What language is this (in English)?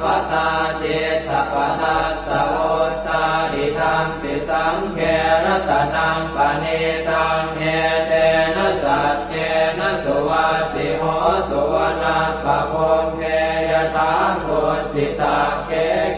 Pali